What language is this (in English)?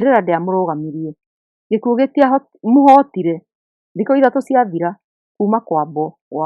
Kikuyu